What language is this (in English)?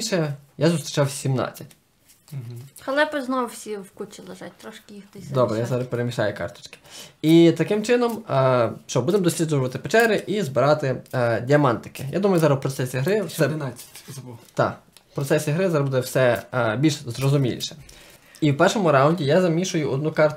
Ukrainian